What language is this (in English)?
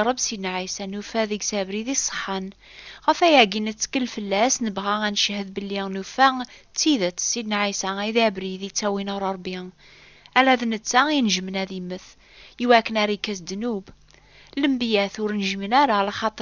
Kabyle